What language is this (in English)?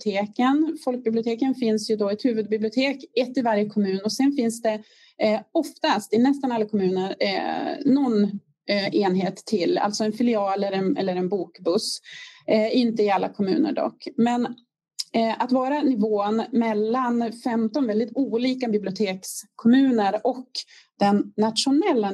Swedish